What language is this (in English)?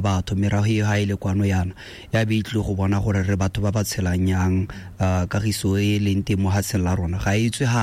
Tswana